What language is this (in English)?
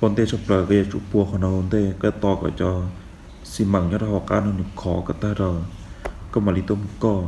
Hmong